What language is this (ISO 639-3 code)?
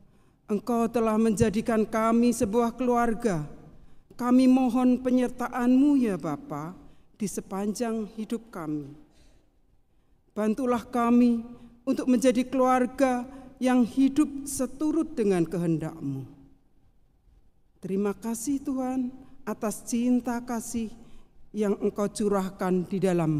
ind